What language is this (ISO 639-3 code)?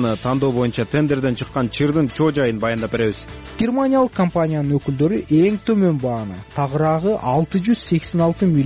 kir